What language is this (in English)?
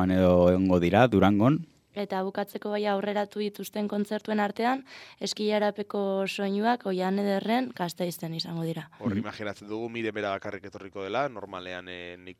Basque